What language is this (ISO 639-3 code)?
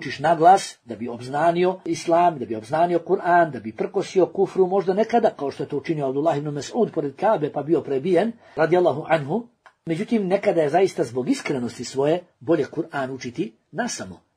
bos